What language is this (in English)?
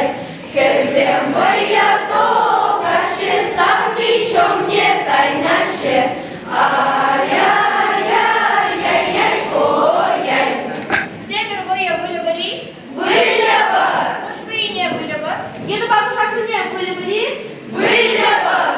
Chuvash